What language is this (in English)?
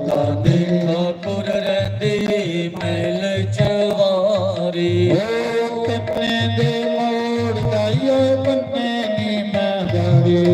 Dogri